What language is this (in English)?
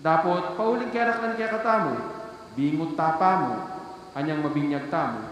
Pampanga